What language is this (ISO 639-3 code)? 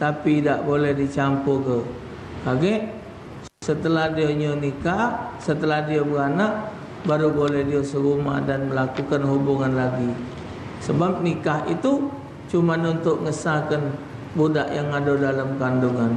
mui